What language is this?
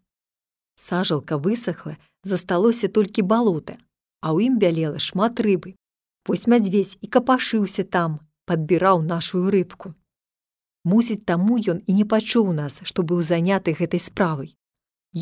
Belarusian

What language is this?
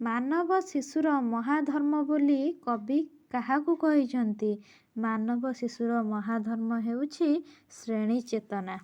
Odia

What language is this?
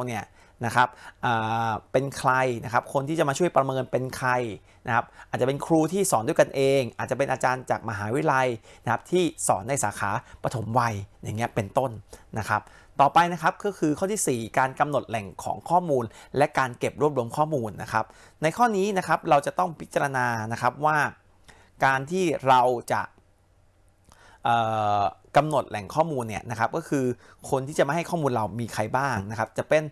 Thai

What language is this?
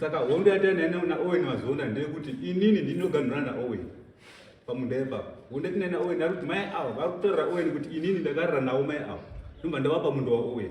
Shona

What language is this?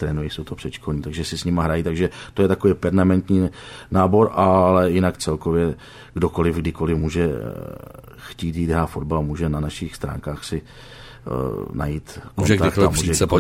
Czech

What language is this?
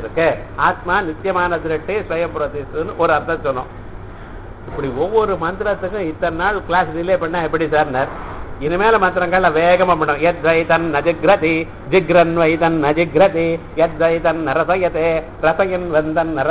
Tamil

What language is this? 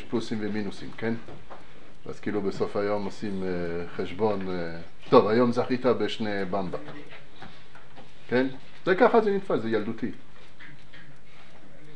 Hebrew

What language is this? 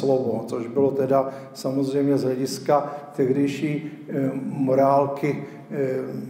Czech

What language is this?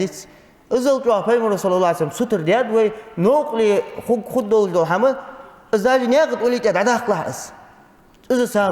Ingush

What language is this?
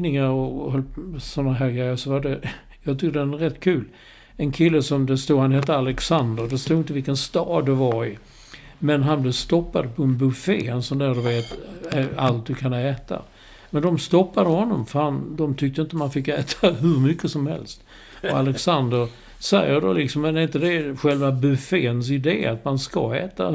Swedish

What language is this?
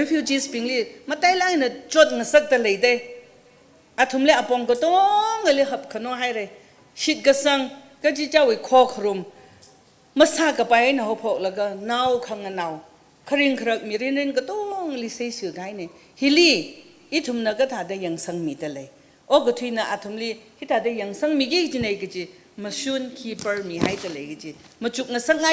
Tangkhul Naga (India)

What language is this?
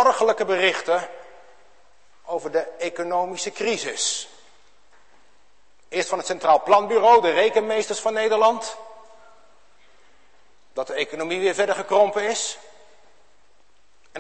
Dutch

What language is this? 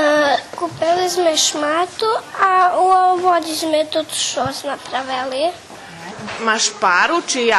Rusyn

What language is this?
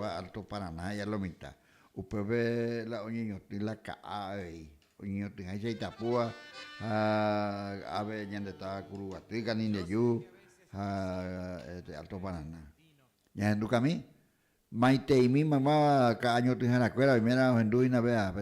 Guarani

